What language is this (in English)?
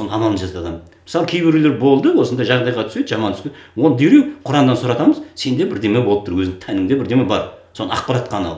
Kazakh